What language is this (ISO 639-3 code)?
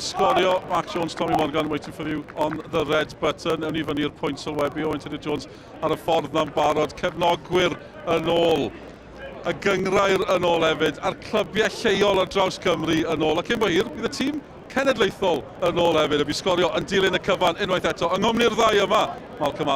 cym